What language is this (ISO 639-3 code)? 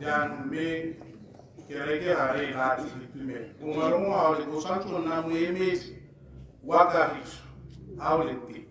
tsn